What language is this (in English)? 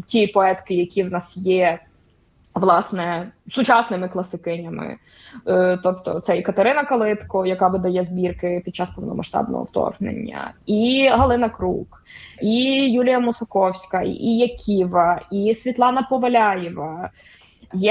Ukrainian